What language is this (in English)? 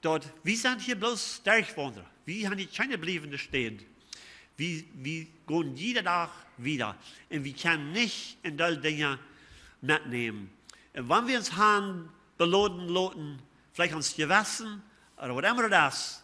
Plautdietsch